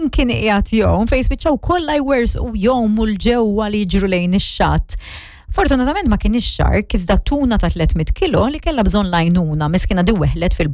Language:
Maltese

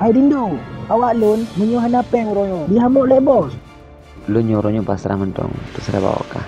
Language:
Achinese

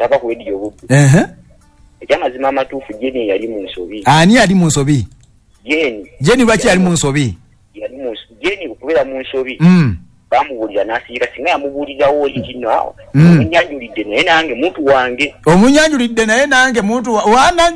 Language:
Ganda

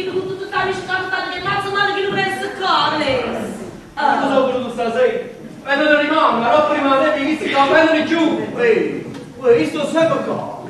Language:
Neapolitan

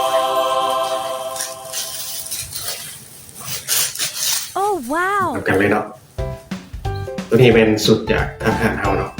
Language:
Lao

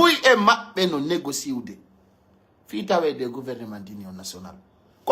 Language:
Pular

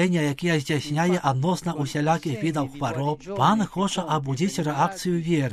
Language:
Belarusian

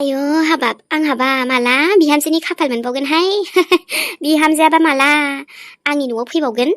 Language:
Bodo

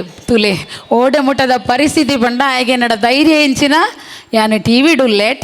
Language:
Tulu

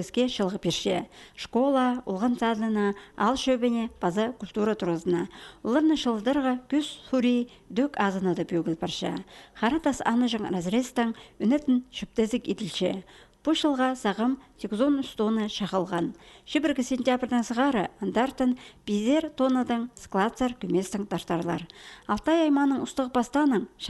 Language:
Khakas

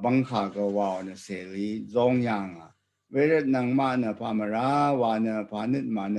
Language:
Rawang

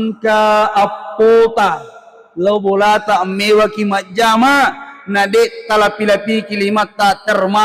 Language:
Buginese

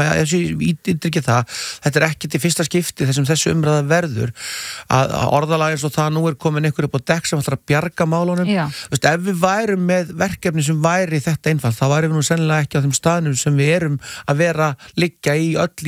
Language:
Icelandic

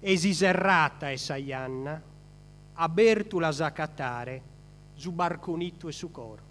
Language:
Sardinian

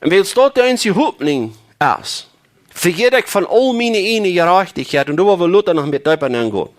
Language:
Plautdietsch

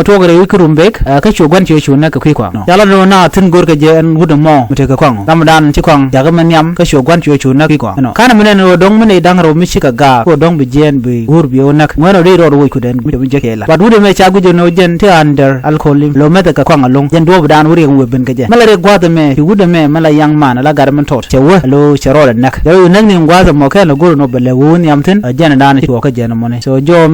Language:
Nuer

